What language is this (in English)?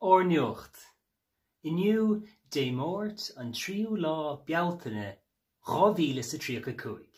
Irish